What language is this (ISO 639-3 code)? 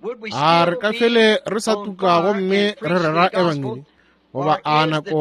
nso